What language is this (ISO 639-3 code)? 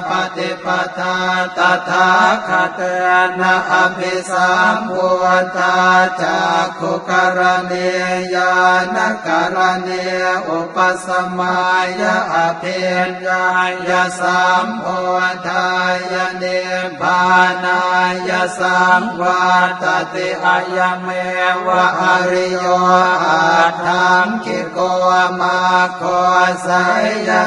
pli